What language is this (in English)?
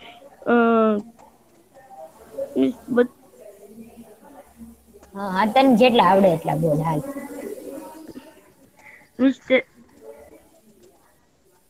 Gujarati